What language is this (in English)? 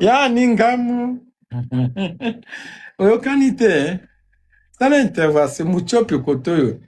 Lingala